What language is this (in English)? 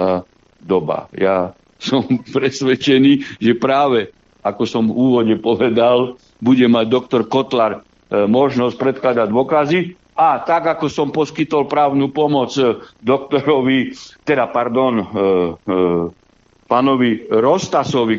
Slovak